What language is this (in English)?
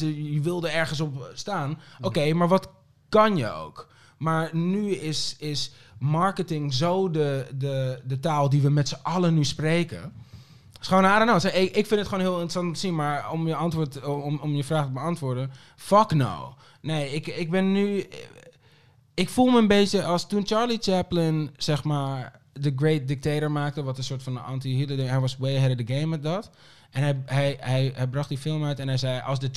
Dutch